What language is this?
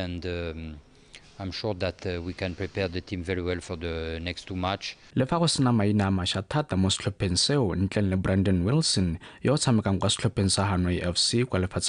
Tswana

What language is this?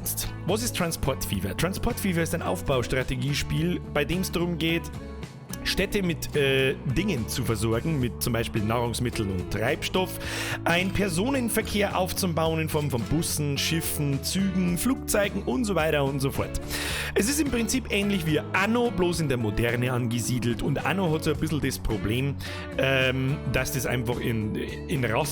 Bavarian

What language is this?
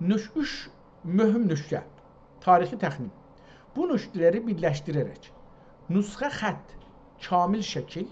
South Azerbaijani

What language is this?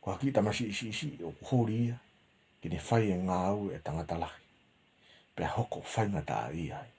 Tongan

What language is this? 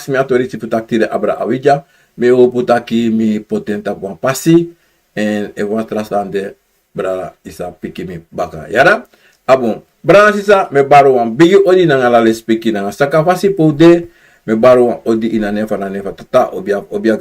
Sranan Tongo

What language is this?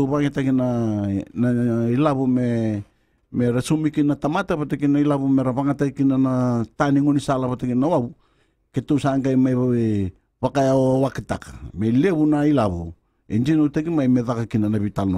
Fijian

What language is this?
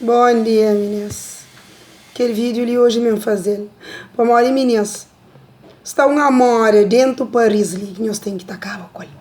Kabuverdianu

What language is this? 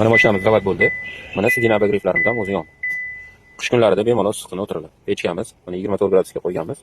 Uzbek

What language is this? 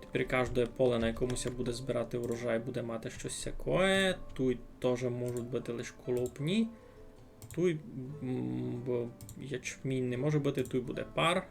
Rusyn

